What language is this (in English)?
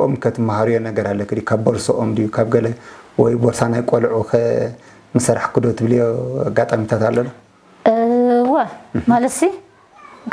Tigrinya